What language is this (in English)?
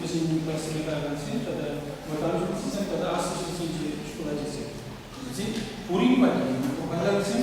Chuvash